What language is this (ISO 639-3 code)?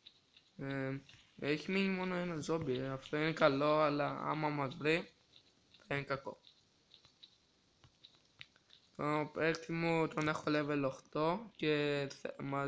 ell